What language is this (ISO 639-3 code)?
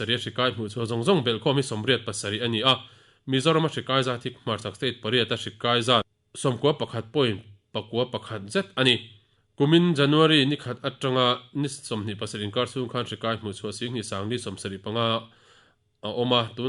lus